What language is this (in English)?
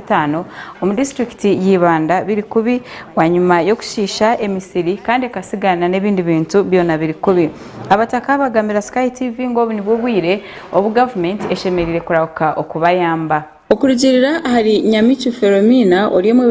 Nyankole